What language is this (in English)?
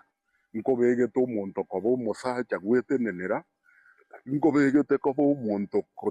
Gusii